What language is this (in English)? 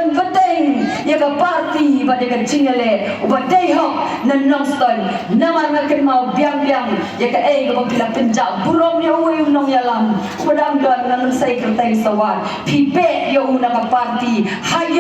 Khasi